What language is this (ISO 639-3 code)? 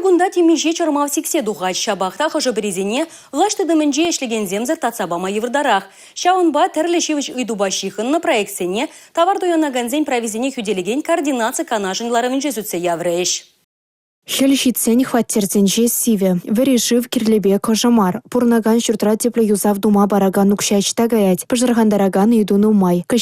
chv